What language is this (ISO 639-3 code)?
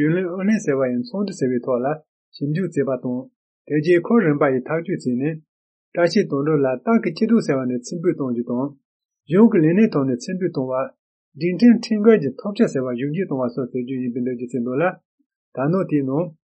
bod